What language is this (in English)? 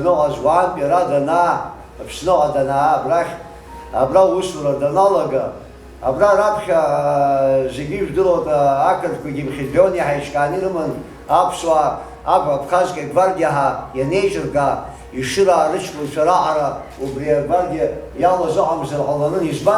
Abkhazian